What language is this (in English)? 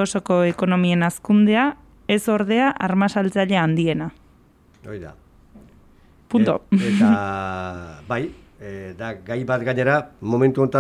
Basque